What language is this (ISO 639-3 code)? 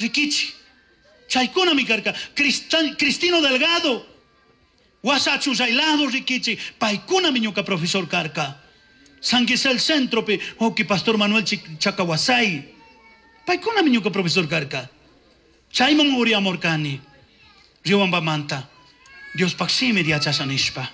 qug